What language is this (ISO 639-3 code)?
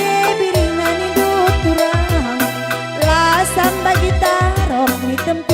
btx